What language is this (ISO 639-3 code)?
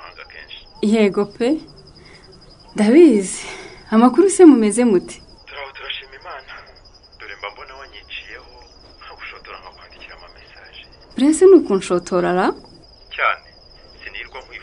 kin